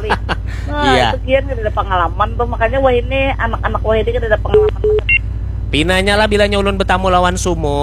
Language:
Banjar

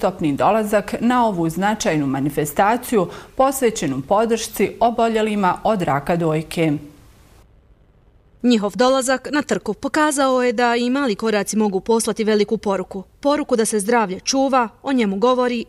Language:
Bosnian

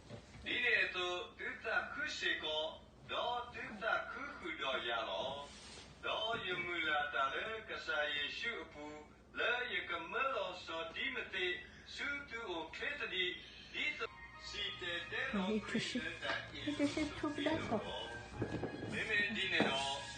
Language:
S'gaw Karen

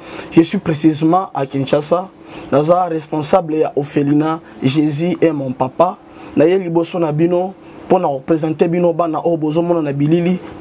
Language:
Lingala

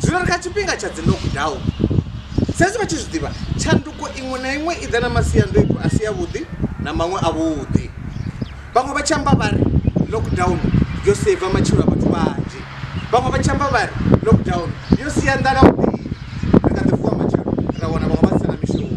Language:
Venda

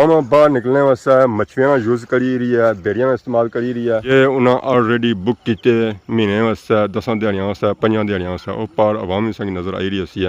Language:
Pahari-Potwari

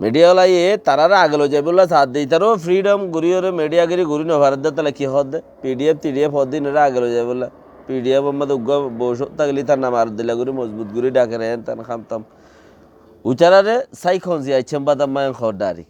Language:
Rohingya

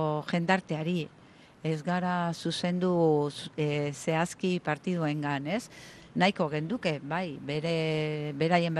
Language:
Basque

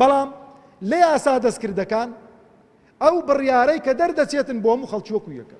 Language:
Central Kurdish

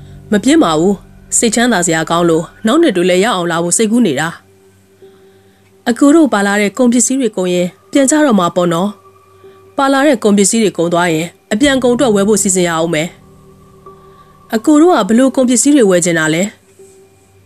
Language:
Burmese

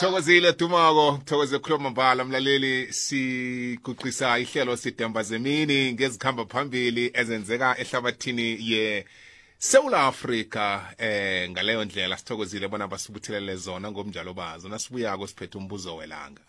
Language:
South Ndebele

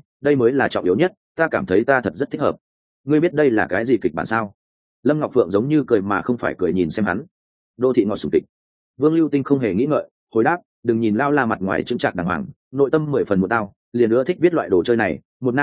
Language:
Vietnamese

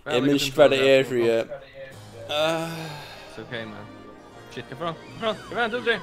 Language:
Faroese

